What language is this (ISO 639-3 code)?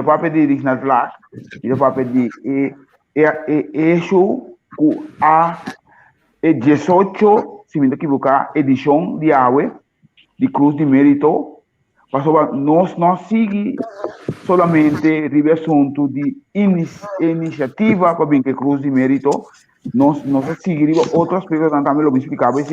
pap